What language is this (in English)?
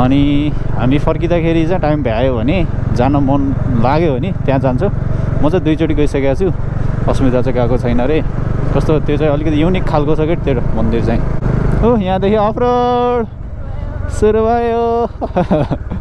Nepali